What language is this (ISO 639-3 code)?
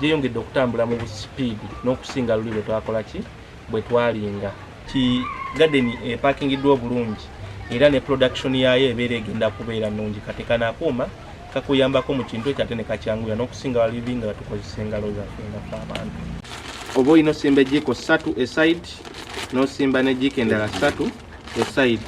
lug